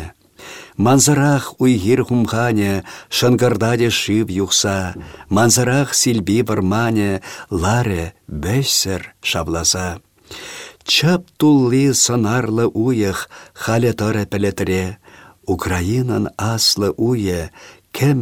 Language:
Chuvash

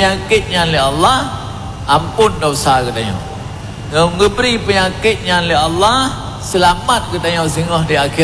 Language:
Achinese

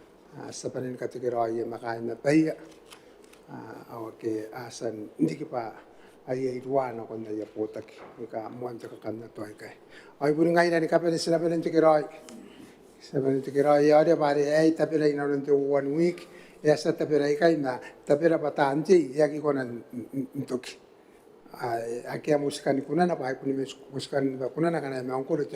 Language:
Gilbertese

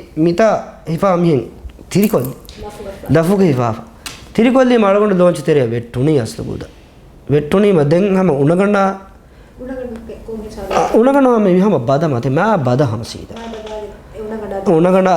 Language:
Divehi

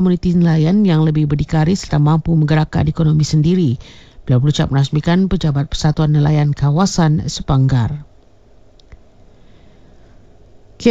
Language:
Malay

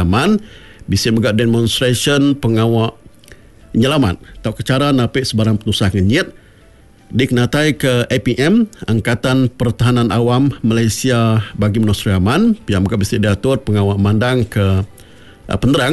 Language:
Iban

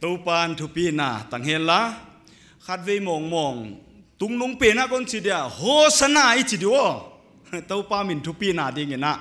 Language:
Paite Chin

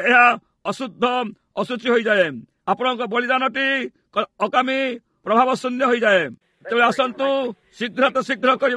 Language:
Odia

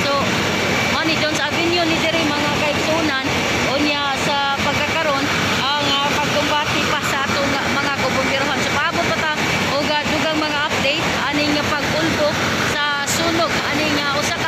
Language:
Cebuano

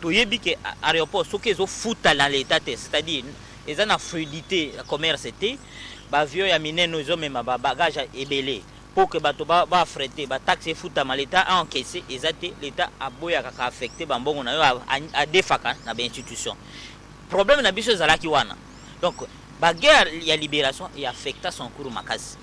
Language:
Lingala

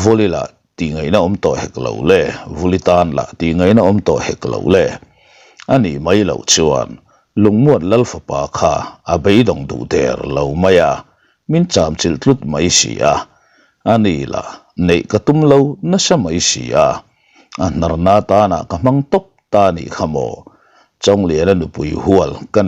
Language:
Mizo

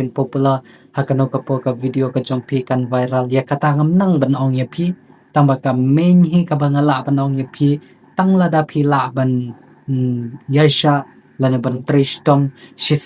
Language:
Khasi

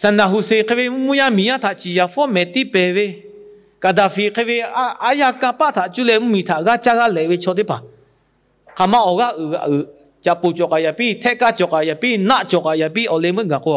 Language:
Lahu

